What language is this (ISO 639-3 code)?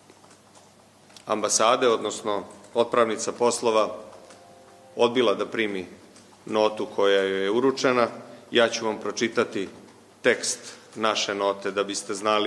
srp